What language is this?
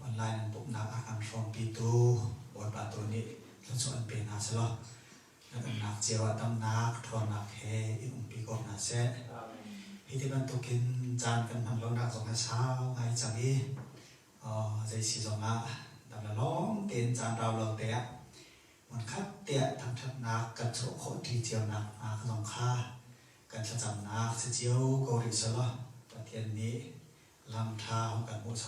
Hakha Chin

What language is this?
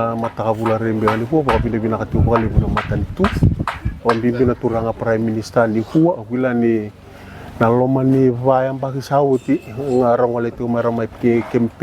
Fijian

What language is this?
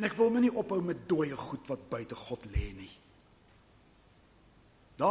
Afrikaans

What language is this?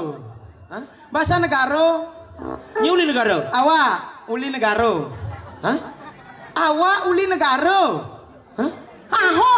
Balinese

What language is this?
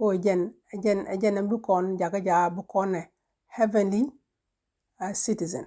Nuer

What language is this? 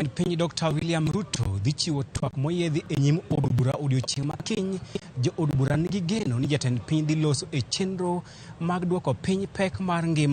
Luo (Kenya and Tanzania)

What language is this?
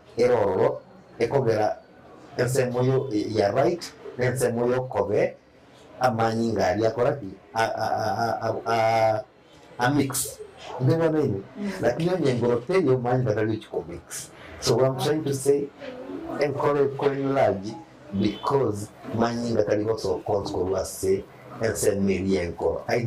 Gusii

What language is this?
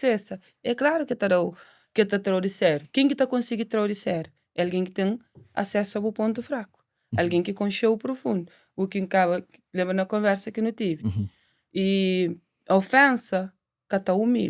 Kabuverdianu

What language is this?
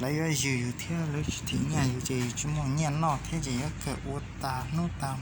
Hmong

